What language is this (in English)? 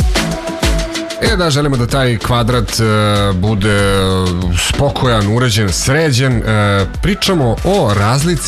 Serbian